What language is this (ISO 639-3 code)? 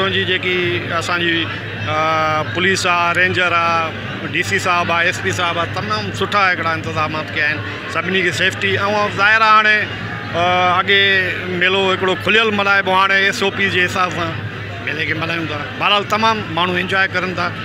snd